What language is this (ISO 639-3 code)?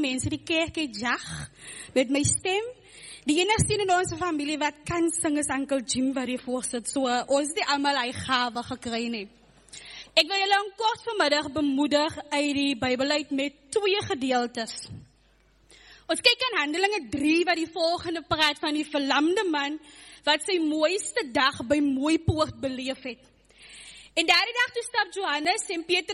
afr